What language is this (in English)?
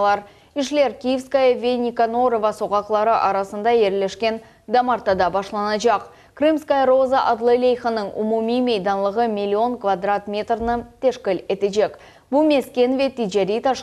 Crimean Tatar